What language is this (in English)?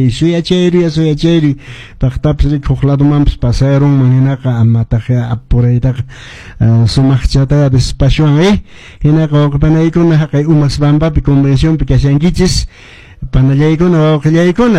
Quechua